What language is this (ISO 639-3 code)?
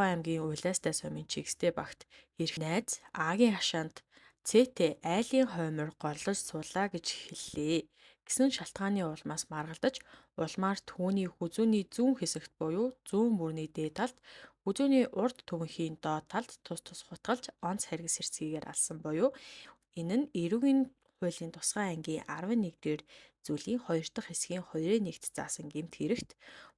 mon